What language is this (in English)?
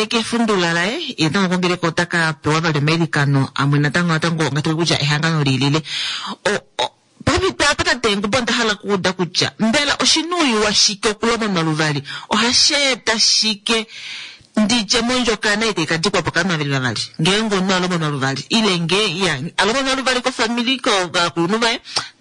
Kuanyama